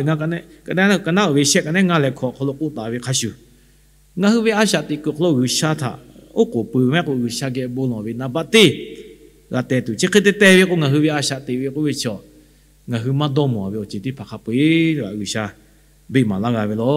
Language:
Lahu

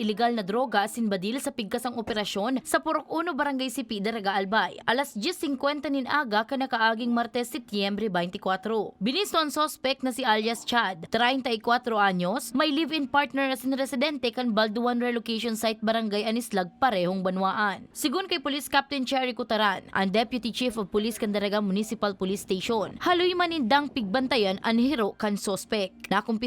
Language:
Bikol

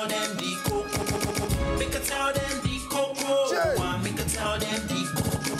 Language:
Nigerian Pidgin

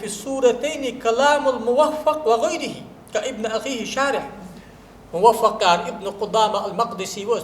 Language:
Ingush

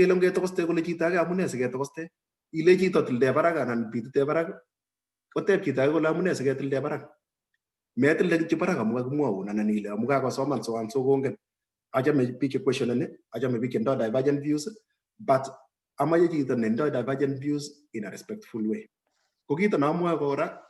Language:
Kalenjin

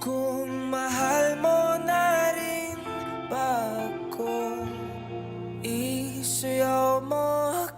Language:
Hiligaynon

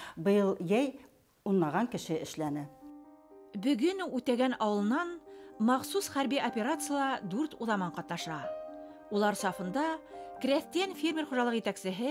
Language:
Bashkir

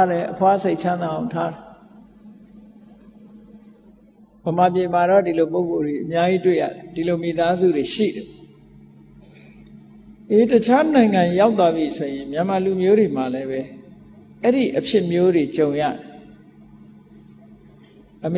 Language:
Burmese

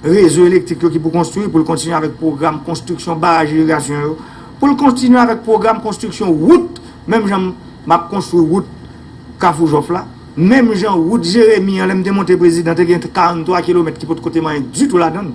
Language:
Haitian Creole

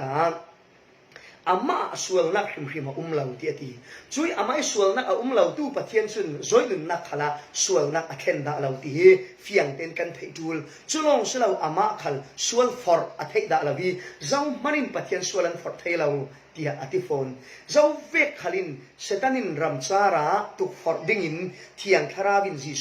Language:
Falam Chin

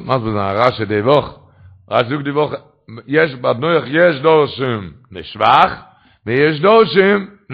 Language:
Yiddish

